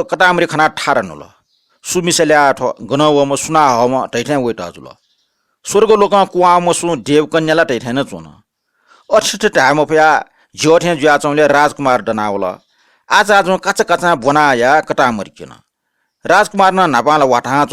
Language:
Newari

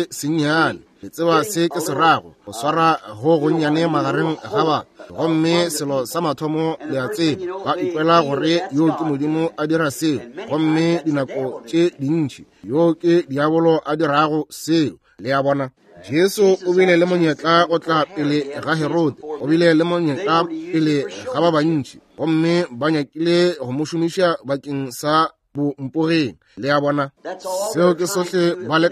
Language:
Northern Sotho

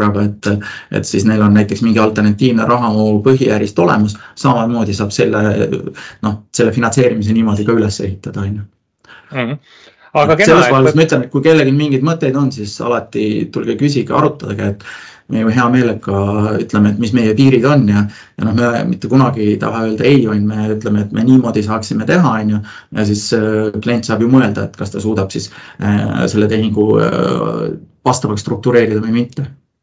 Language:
Estonian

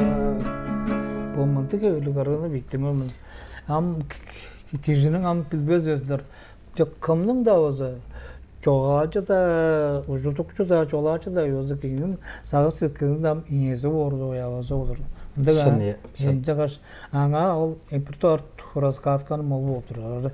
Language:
Tuvinian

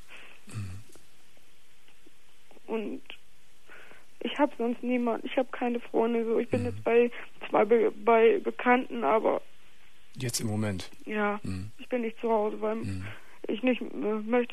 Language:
German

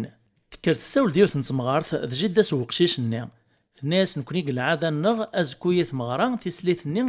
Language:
Kabyle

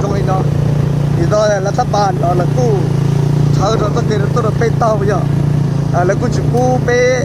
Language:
Hmong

